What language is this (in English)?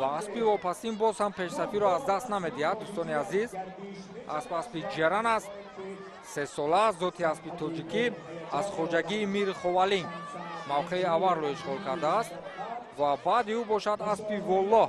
Tajik